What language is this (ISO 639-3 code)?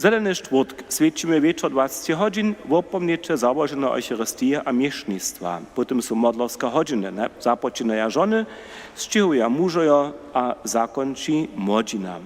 hsb